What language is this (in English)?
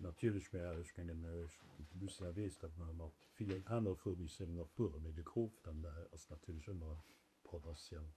Luxembourgish